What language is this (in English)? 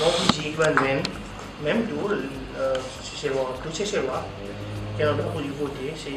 Seselwa Creole French